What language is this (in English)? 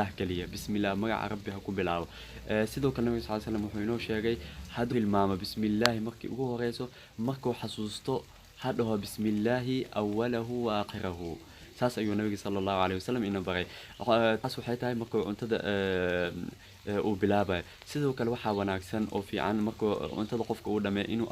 Somali